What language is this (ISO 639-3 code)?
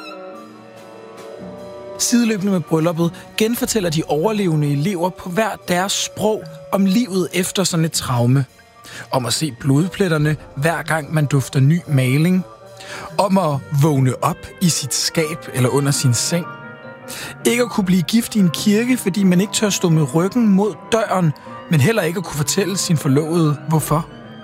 dan